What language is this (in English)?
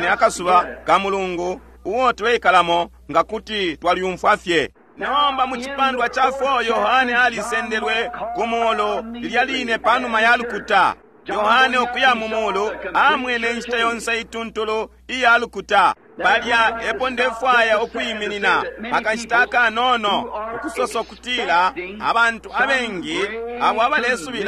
Bemba